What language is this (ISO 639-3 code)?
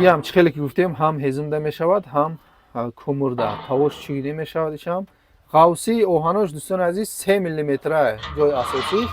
tgk